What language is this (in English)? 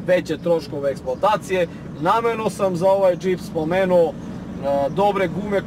Serbian